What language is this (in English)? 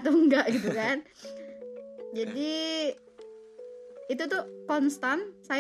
Indonesian